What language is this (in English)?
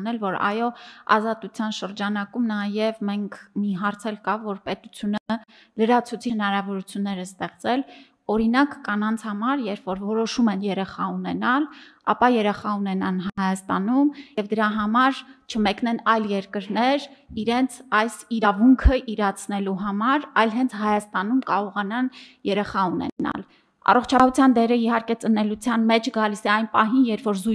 Armenian